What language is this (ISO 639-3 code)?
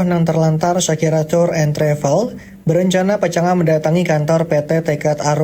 bjn